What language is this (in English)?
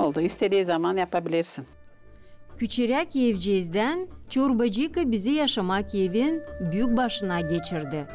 Gagauz